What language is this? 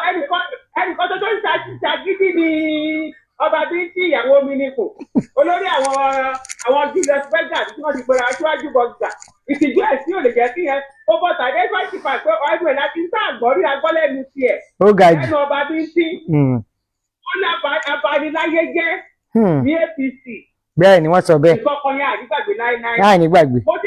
Yoruba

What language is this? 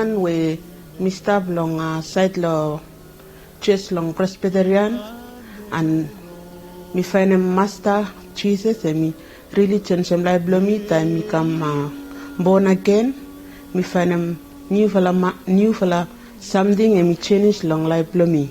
Bislama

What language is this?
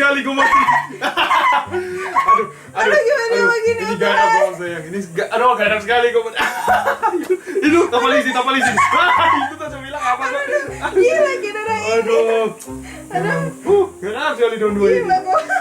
Manado Malay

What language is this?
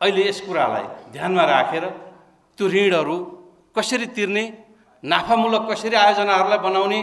Nepali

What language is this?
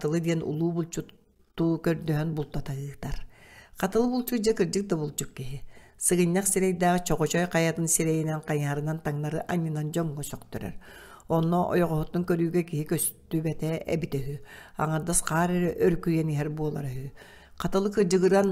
Yakut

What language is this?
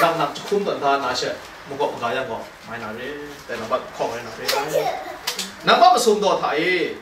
Kachin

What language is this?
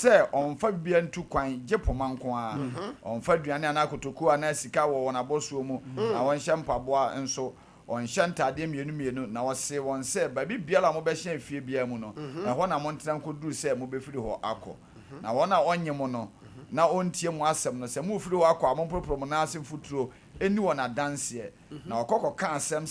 Akan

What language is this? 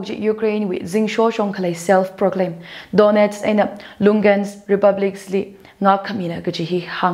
Tangkhul Naga (India)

